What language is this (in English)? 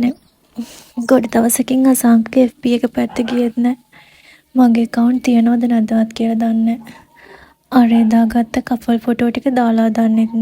Sinhala